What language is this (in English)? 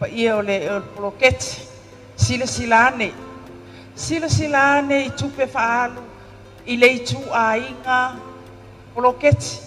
Samoan